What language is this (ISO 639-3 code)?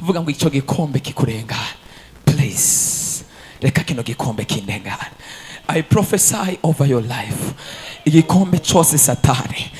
run